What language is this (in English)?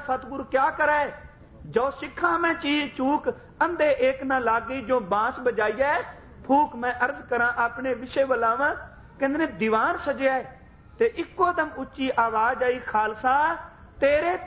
Punjabi